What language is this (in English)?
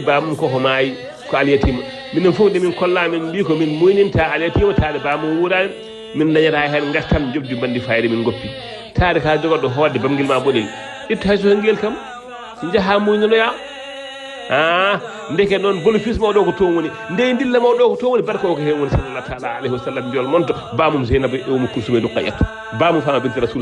Fula